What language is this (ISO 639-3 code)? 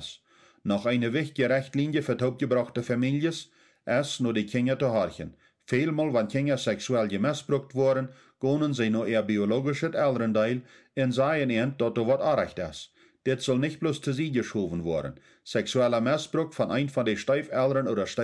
pdt